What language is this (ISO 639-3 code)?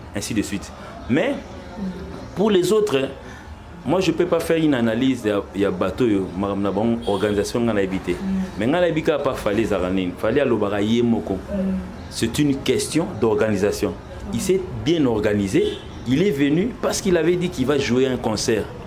lin